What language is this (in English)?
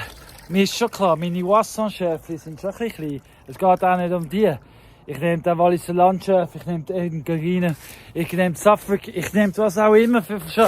Swiss German